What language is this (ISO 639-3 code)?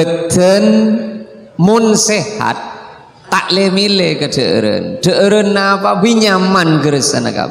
mad